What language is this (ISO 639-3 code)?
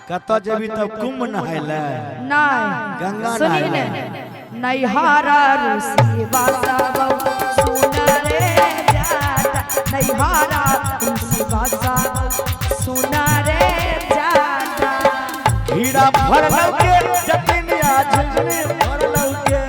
mai